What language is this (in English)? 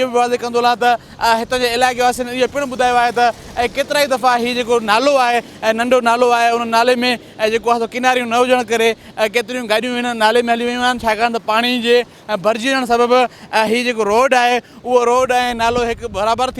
Sindhi